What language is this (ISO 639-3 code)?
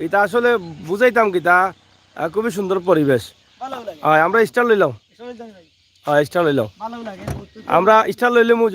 syl